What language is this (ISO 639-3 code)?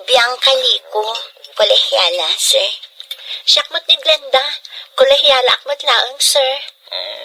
ilo